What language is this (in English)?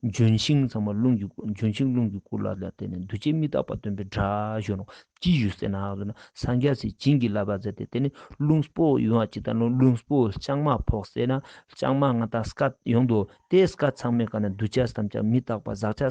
Ladakhi